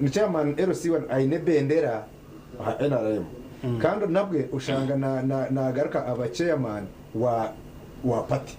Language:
Nyankole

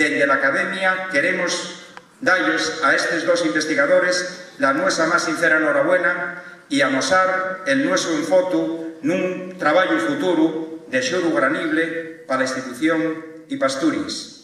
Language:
Asturian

